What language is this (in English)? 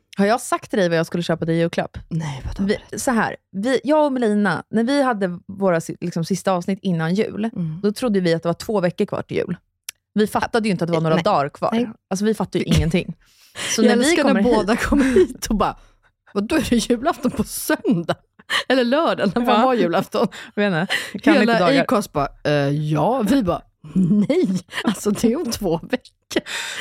Swedish